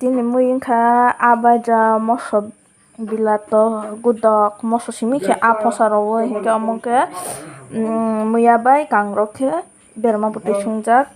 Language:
Kok Borok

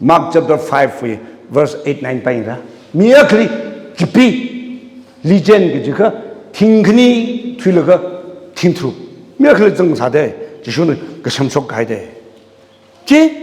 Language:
Tangkhul Naga (India)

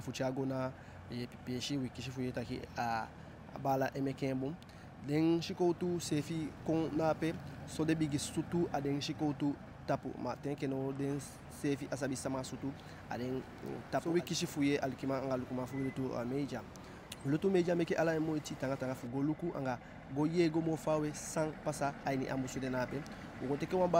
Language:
Eastern Maroon Creole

